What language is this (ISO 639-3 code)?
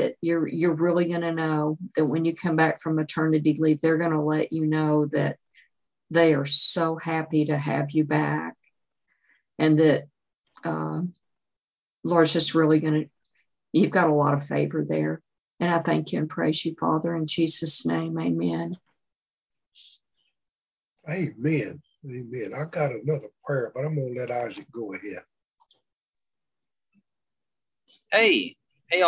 eng